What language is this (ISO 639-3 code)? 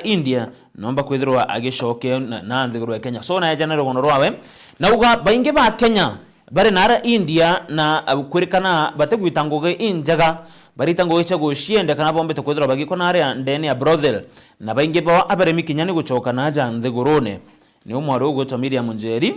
mer